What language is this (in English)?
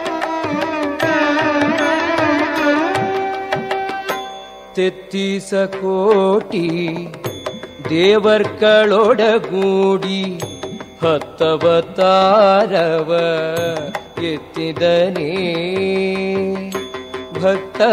Kannada